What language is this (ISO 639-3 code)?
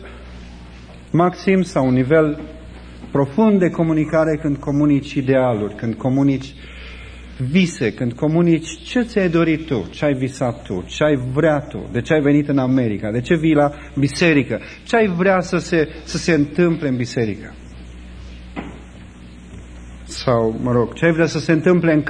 ron